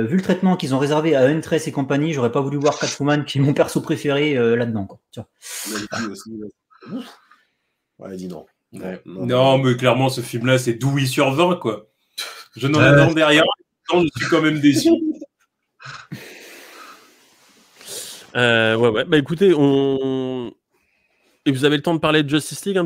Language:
French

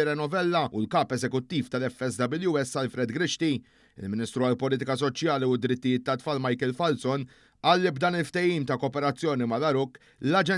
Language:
Maltese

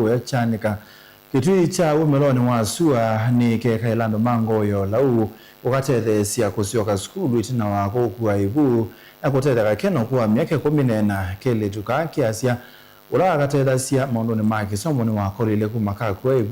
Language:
Kamba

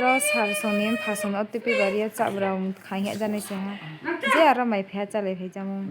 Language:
Riang (India)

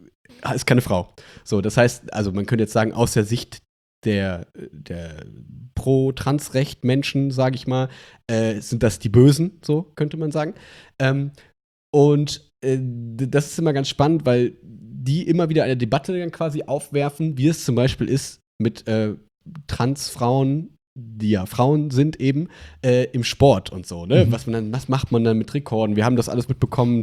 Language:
German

